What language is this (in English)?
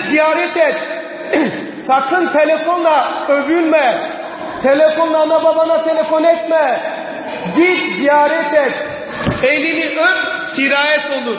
Turkish